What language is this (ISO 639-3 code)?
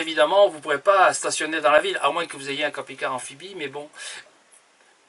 fra